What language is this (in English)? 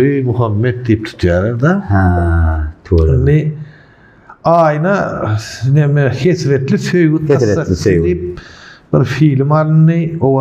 Turkmen